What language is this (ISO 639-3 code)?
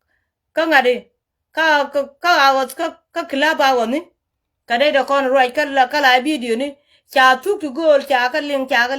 nus